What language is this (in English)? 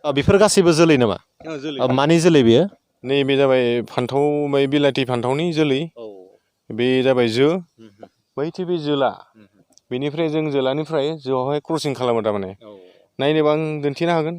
Bodo